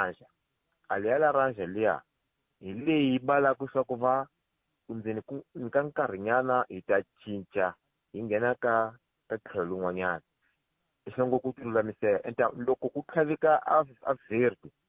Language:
Tsonga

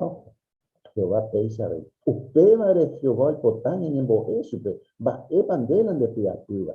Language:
Guarani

